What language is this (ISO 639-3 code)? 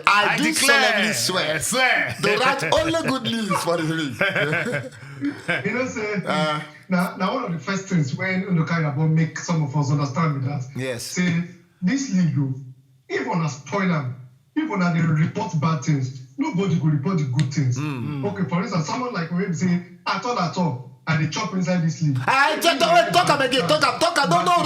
pcm